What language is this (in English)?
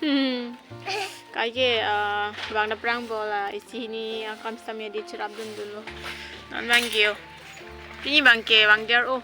Karbi